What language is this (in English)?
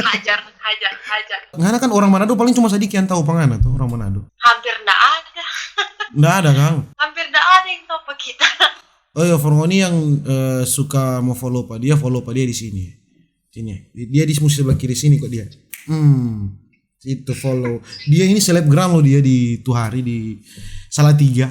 Manado Malay